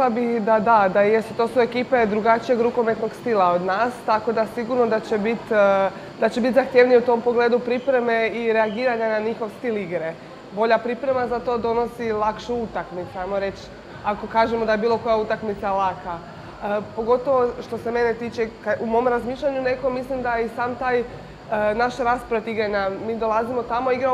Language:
Croatian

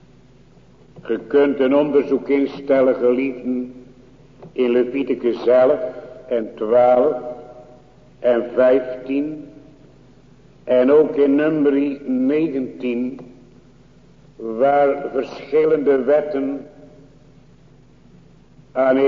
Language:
Dutch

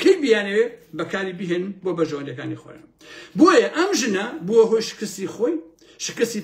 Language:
Central Kurdish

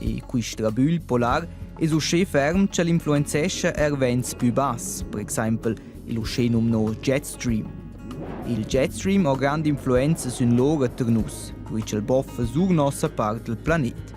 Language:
Romansh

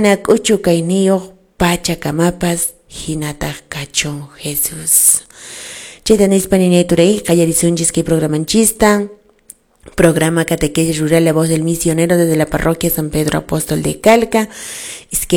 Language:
Quechua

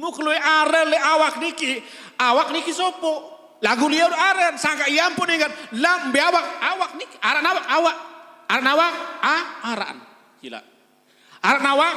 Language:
Sasak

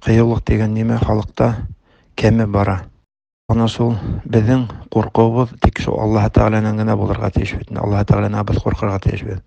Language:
Bashkir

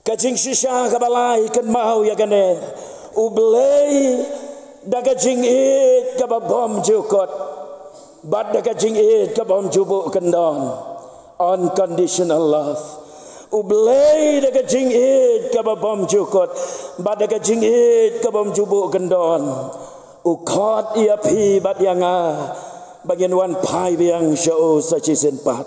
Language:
Khasi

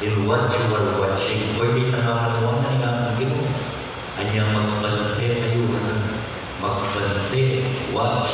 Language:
Pampanga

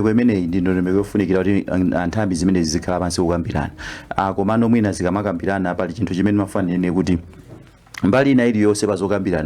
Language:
Nyanja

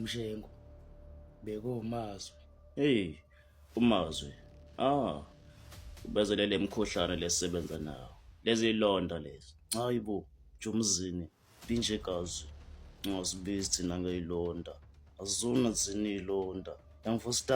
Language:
Zulu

